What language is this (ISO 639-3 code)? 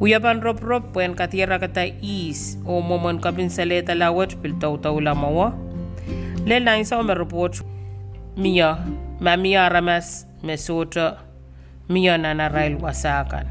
pon